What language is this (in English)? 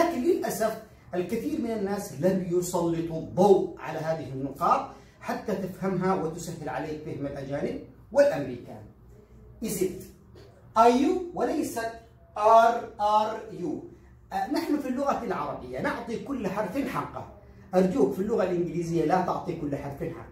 Arabic